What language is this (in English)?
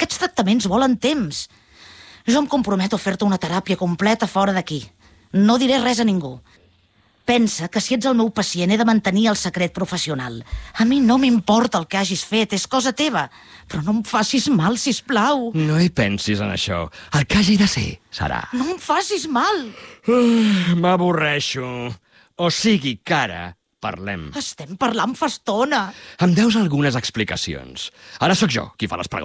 Catalan